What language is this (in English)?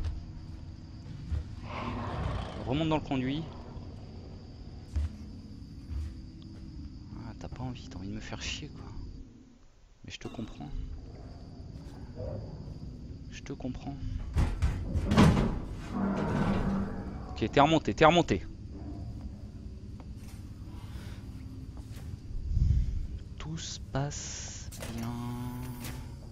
French